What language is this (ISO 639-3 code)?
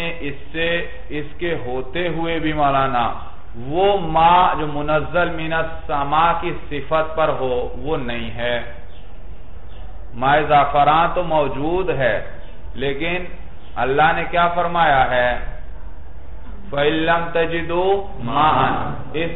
urd